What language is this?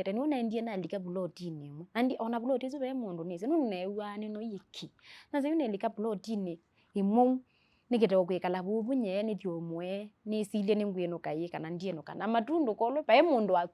Kamba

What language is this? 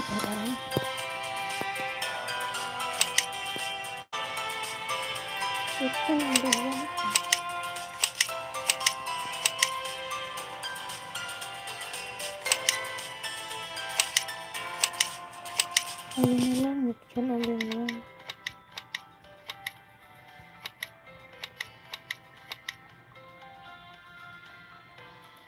Filipino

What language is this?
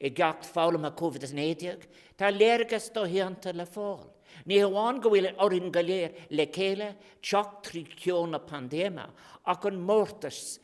Irish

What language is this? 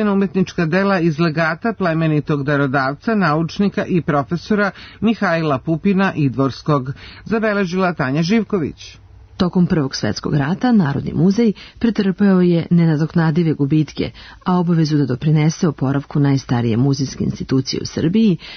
Serbian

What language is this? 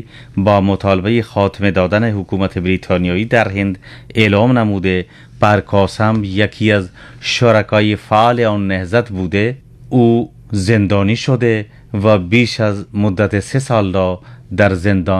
Persian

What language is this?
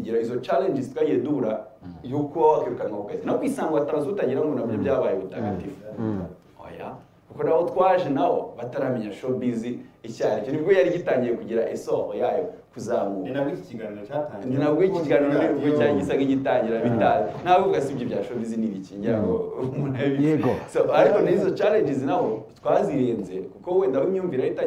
Kinyarwanda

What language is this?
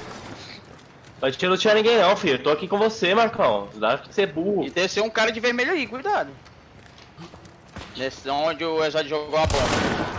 Portuguese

